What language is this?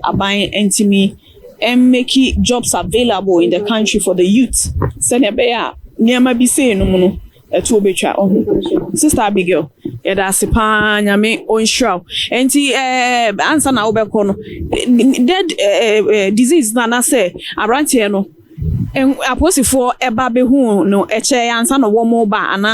Akan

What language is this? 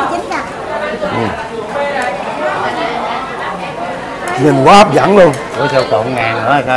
Vietnamese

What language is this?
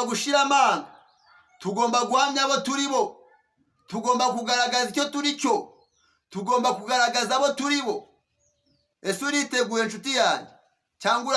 Kinyarwanda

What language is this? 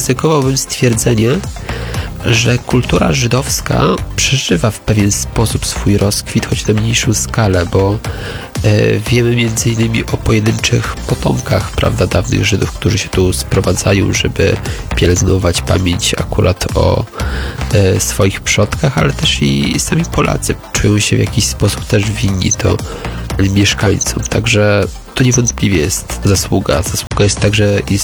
Polish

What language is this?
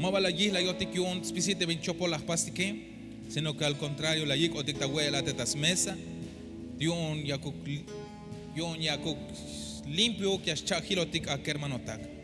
Tzeltal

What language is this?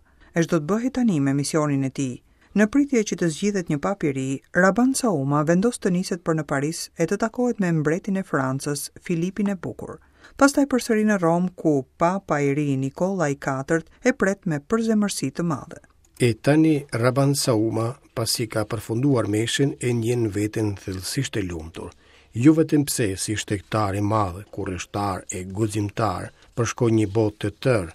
Albanian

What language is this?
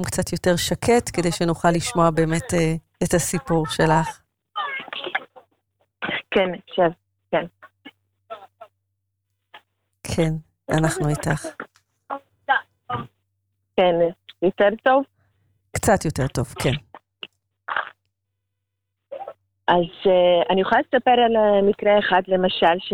Hebrew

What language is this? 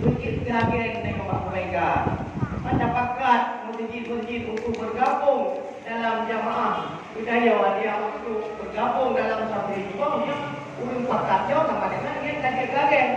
Achinese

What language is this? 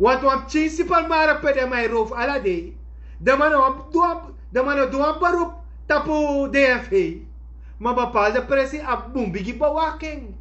Sranan Tongo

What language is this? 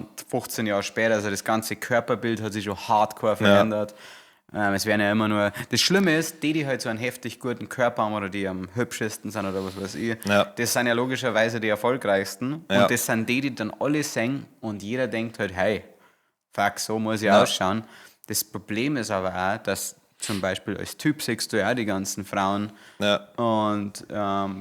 Bavarian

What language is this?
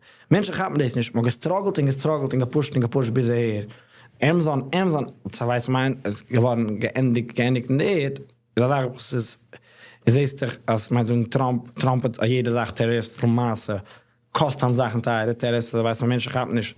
Yiddish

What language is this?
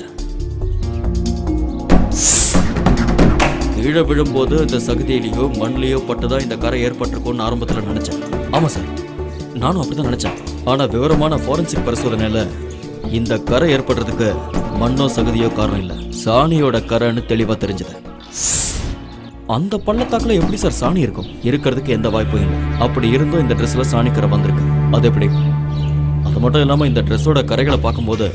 Tamil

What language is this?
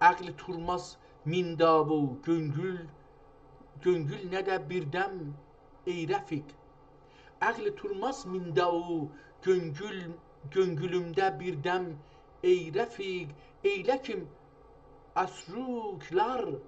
South Azerbaijani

